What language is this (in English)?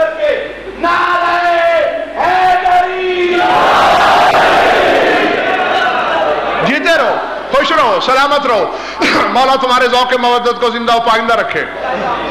Urdu